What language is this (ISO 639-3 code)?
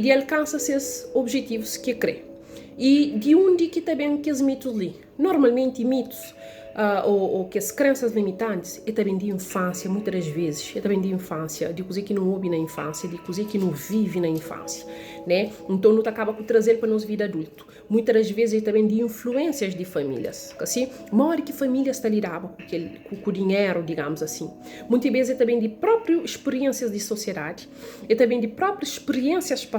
kea